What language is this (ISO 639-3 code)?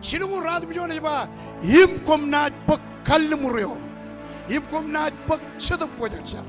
mah